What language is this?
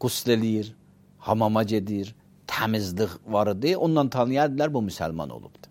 Azerbaijani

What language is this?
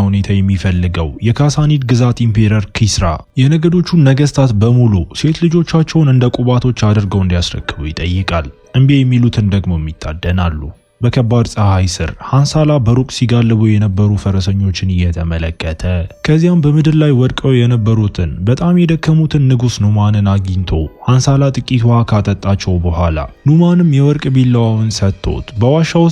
Amharic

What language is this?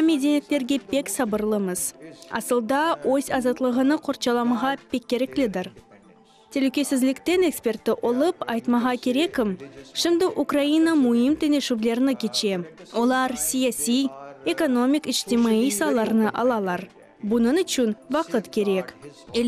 Crimean Tatar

